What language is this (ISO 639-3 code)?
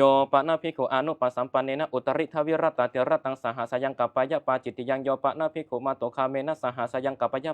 pli